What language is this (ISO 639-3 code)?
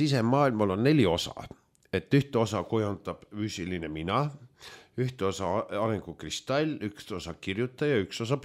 est